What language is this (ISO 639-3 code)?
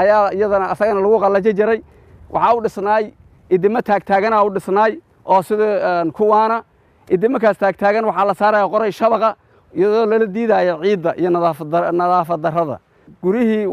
som